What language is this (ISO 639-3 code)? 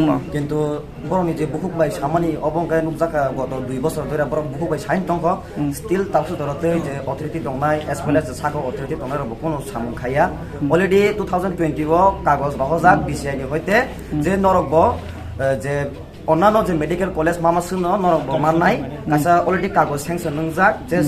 trp